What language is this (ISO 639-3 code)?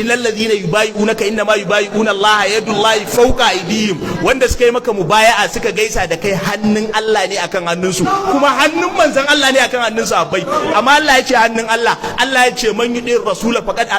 hau